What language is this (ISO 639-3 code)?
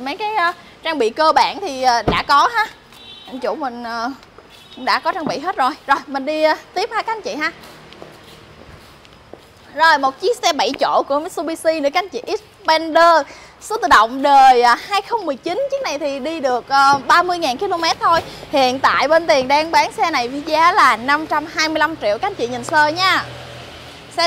vie